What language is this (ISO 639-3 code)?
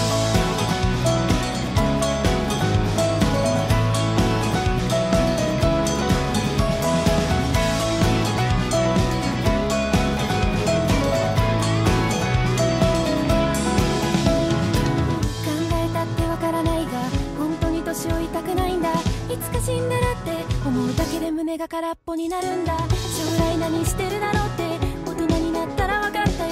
jpn